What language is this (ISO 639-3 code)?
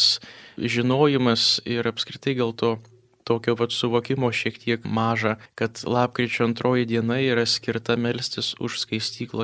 lit